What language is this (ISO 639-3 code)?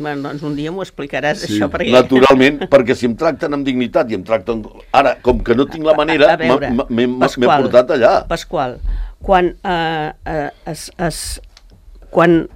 cat